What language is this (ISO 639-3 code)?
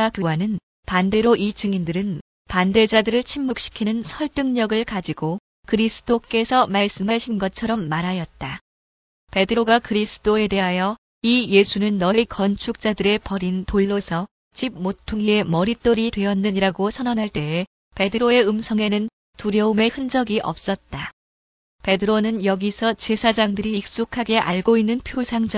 kor